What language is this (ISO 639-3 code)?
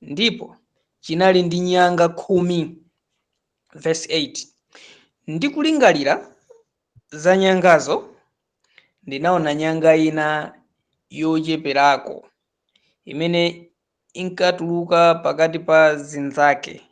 nya